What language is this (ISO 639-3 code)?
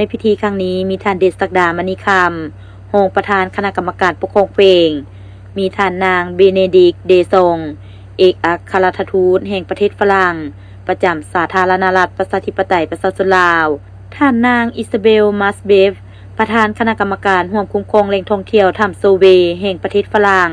lao